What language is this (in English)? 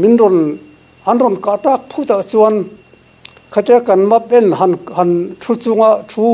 Mizo